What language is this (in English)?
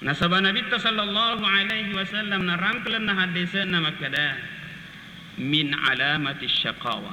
Buginese